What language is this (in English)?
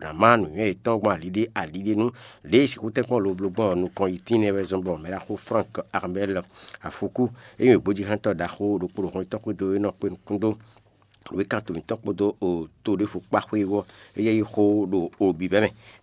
Fon